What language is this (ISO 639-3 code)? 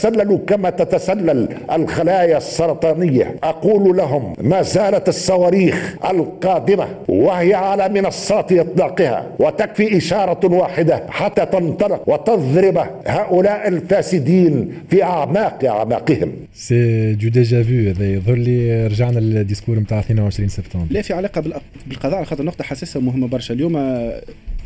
aeb